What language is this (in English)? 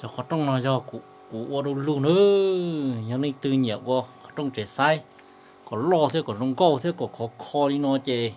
Hmong